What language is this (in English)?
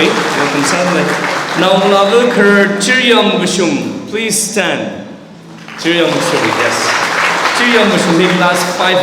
Tangkhul Naga (India)